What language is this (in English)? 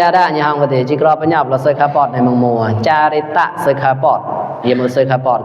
Mon